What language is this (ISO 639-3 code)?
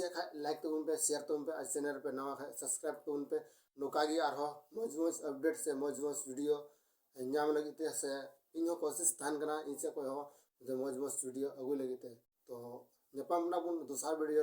sat